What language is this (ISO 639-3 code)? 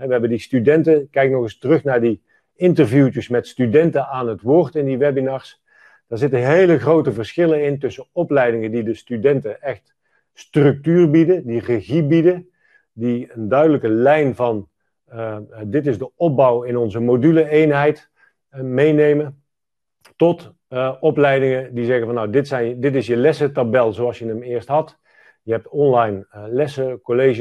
nld